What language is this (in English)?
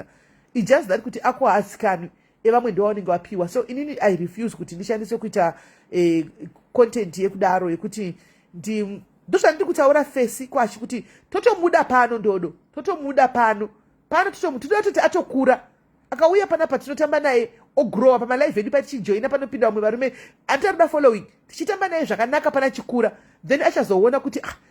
Shona